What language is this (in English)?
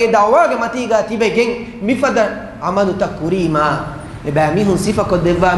Divehi